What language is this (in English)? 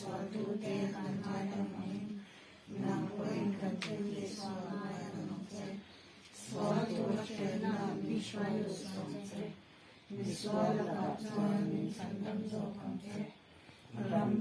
Mizo